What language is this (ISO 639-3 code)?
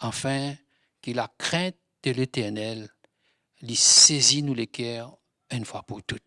mfe